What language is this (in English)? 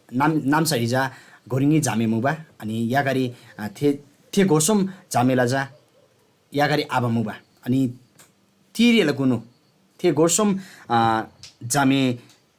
Eastern Tamang